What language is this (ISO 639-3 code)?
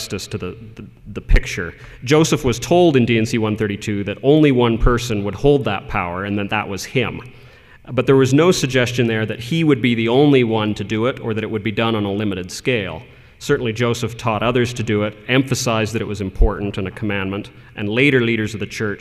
eng